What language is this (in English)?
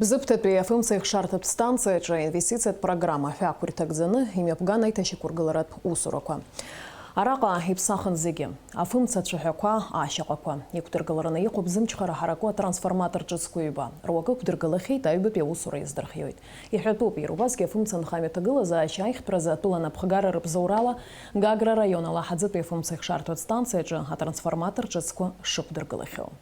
Abkhazian